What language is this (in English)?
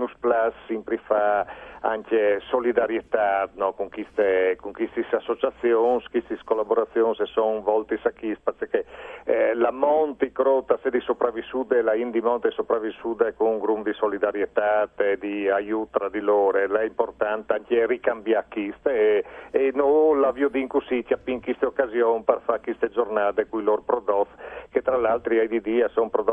Friulian